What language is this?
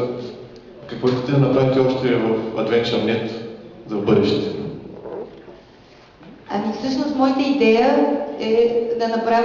Bulgarian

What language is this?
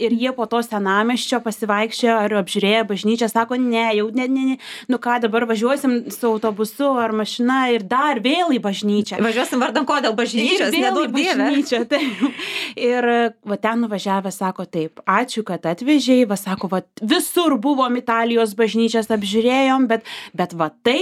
Lithuanian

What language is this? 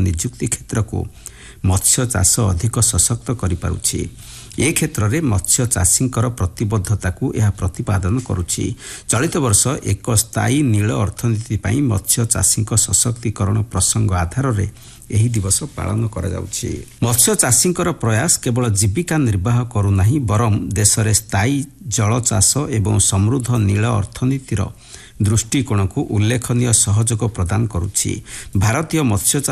Odia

